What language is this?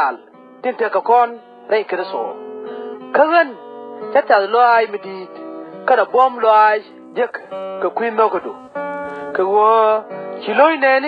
Nuer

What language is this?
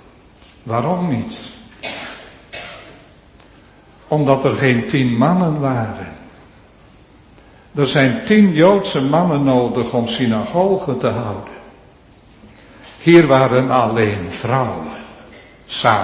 Dutch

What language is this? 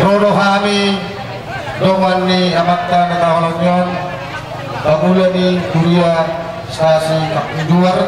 Batak Toba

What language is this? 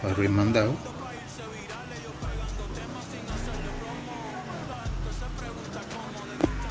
Spanish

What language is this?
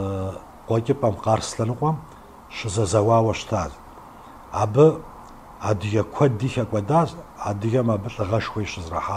Kabardian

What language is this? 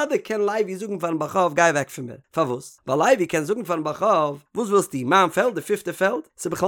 Yiddish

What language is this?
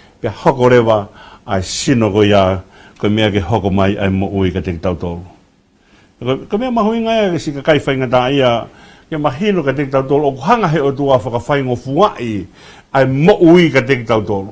Tongan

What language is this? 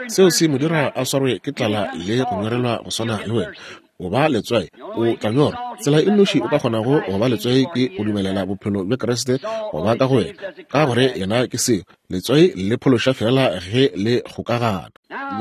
Northern Sotho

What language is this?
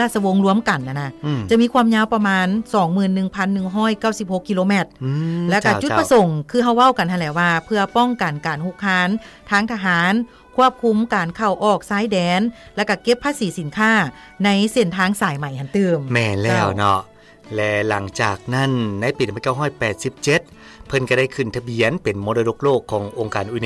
Lao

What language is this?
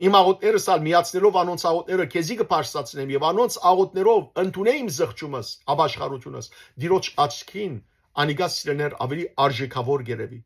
Western Armenian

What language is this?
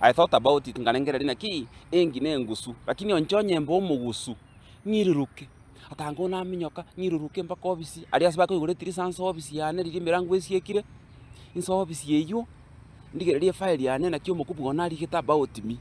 Gusii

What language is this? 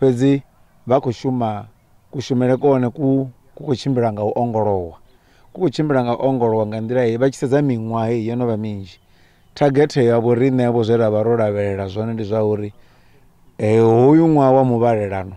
Venda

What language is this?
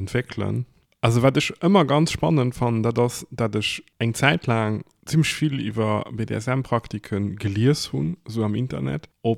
Luxembourgish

